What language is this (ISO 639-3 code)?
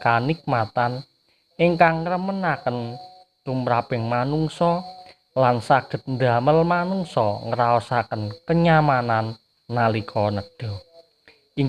jav